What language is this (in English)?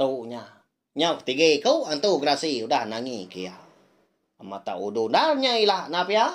Iban